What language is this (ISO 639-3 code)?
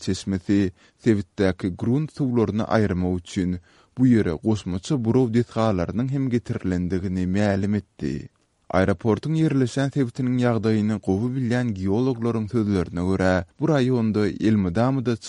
tuk